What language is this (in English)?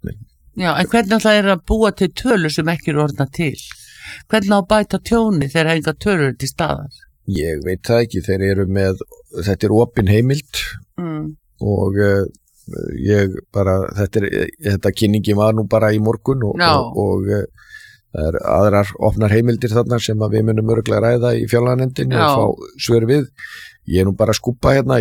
Icelandic